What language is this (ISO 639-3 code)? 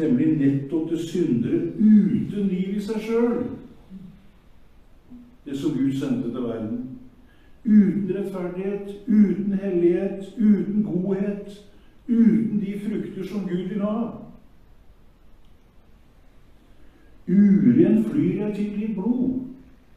nor